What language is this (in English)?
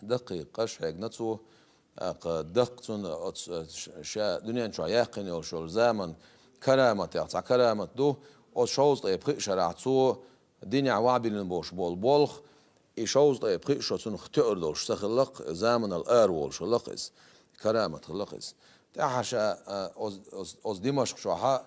Chechen